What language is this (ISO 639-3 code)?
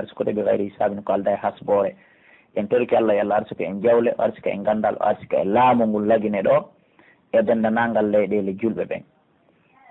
fuf